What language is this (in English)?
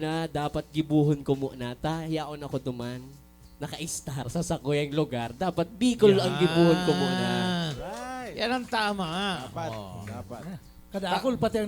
Bikol